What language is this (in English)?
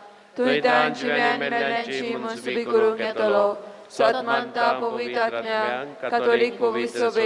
Konkani